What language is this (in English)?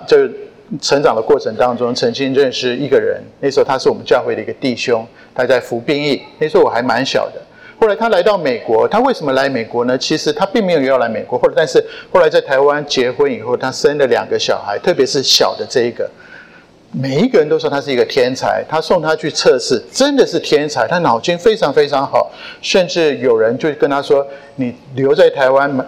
Chinese